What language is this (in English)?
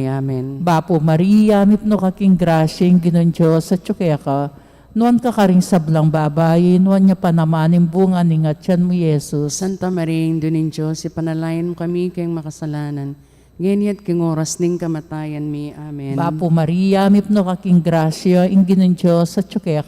Pampanga